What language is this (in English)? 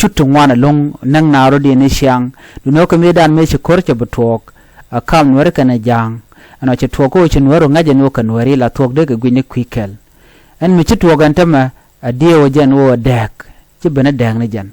Nuer